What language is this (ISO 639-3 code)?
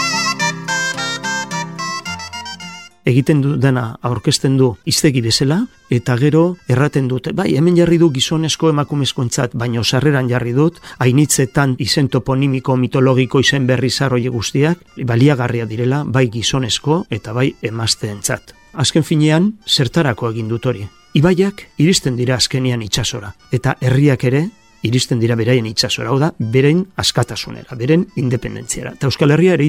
eus